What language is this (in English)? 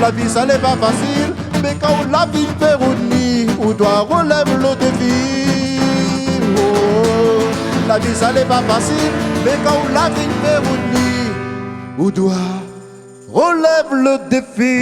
Réunion Creole French